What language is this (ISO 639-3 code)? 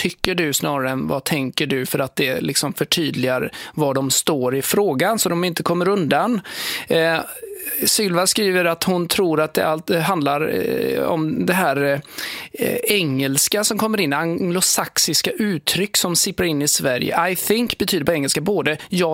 swe